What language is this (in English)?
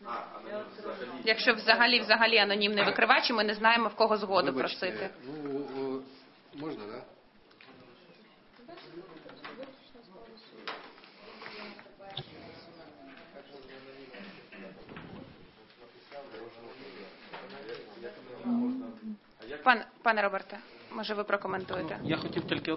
Ukrainian